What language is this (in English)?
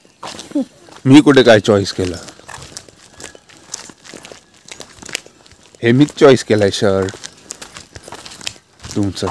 Marathi